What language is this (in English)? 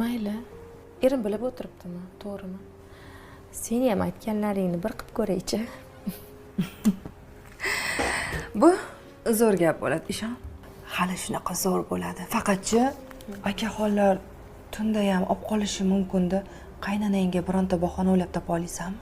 Uzbek